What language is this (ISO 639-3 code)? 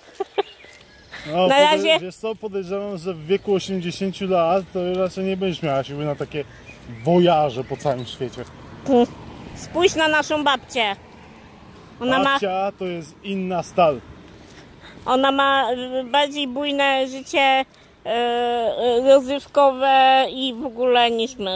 pol